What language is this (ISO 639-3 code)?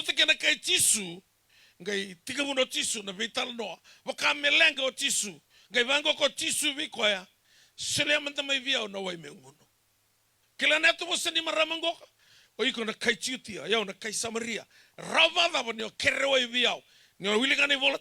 fij